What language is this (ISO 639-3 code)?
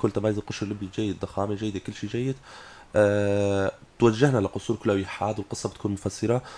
apc